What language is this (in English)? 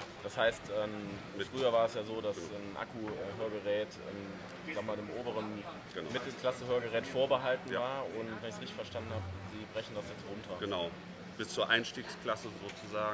German